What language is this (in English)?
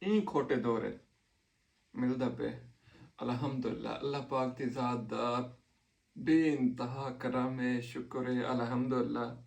Saraiki